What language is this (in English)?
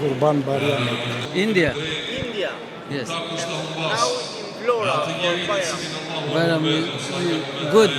Albanian